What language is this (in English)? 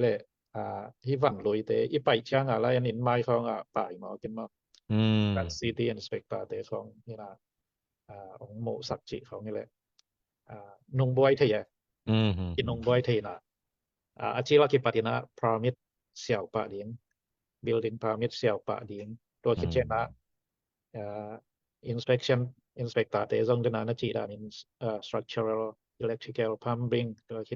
Tedim Chin